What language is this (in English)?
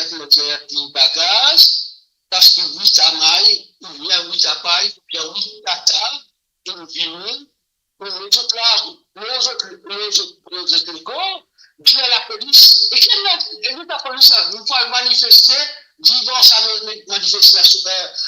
Morisyen